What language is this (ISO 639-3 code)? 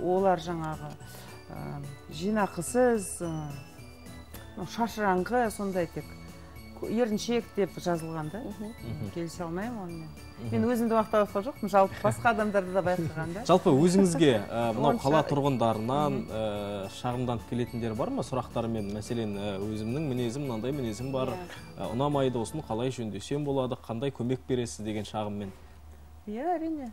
kaz